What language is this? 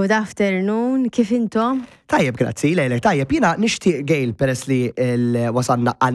Maltese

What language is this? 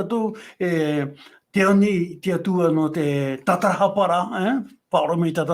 Tahitian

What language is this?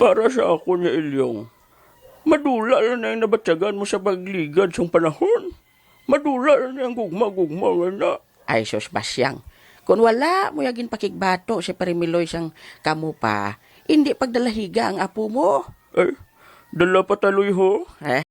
Hiligaynon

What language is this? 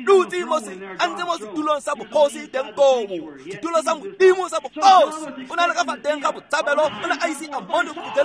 Tswana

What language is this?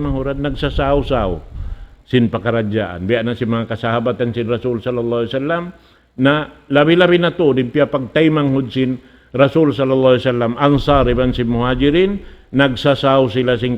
Tausug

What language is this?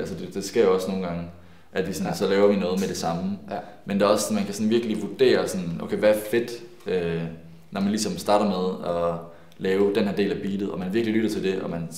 Danish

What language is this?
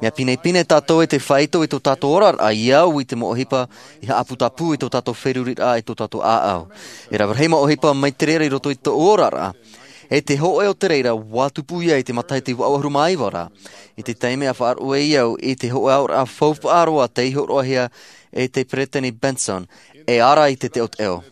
Tahitian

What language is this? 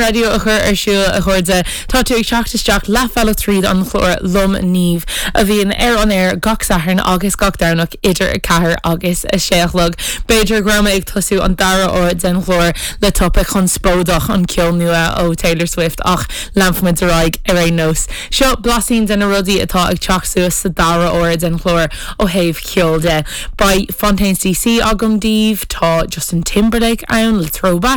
Irish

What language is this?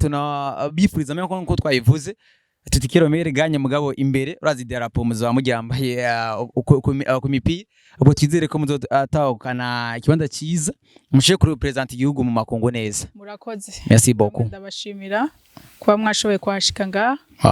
Rundi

